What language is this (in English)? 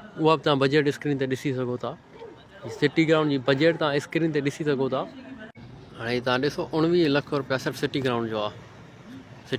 Sindhi